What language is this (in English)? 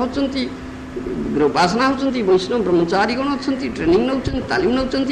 Odia